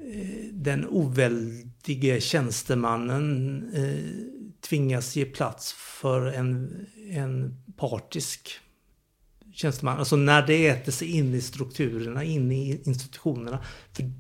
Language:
Swedish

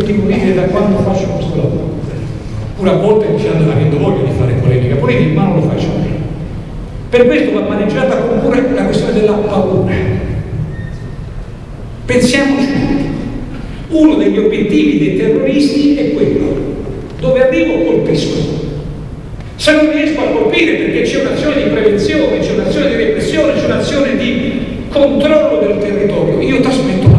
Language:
Italian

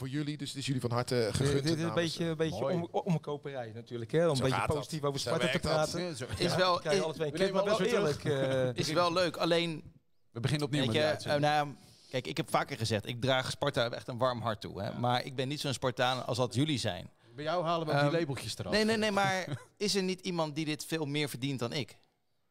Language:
Dutch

